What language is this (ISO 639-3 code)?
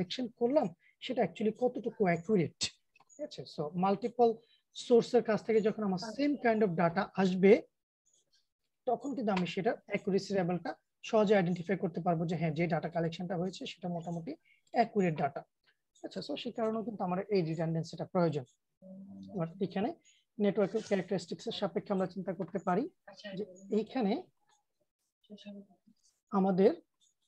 ben